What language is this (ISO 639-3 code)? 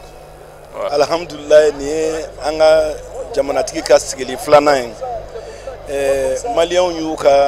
bam